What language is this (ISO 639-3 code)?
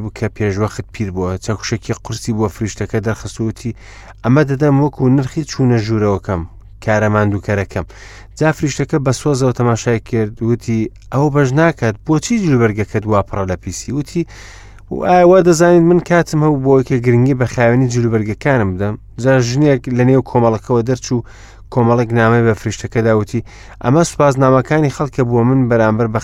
ckb